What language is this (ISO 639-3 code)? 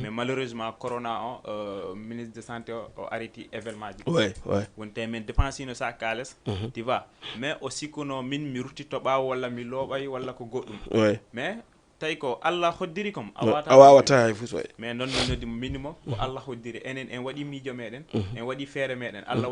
ful